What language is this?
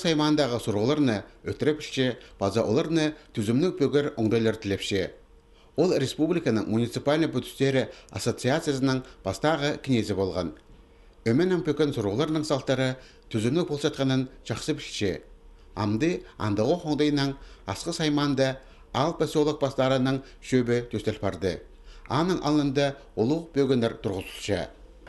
Khakas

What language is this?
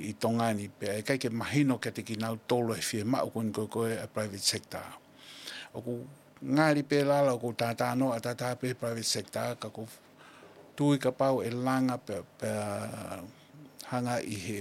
Tongan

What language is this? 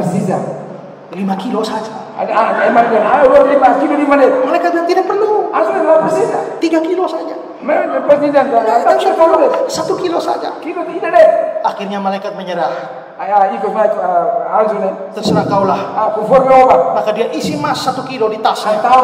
Indonesian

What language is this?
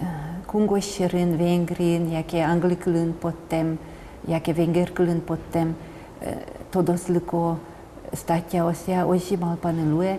Udmurt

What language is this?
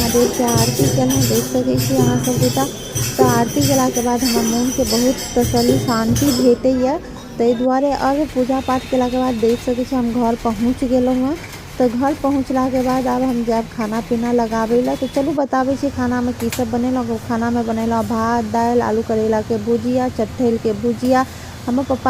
Maithili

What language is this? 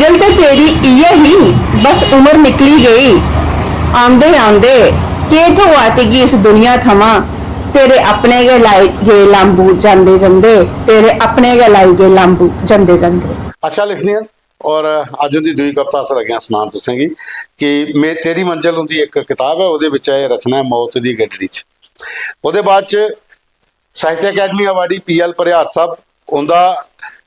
Dogri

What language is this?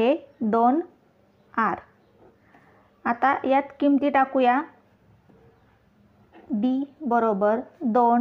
Marathi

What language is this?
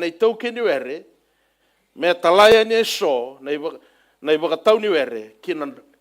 Fijian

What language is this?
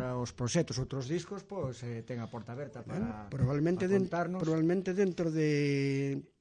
Galician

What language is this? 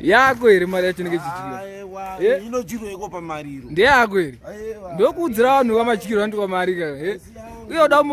Shona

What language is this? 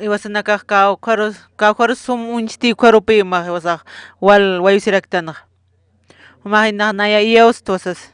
Aymara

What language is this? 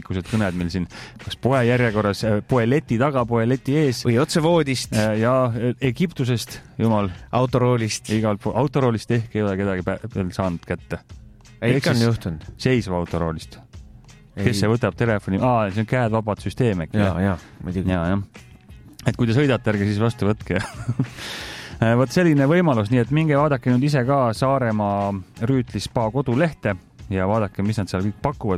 Estonian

